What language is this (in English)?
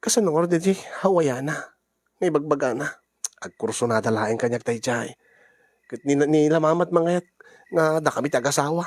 Iloko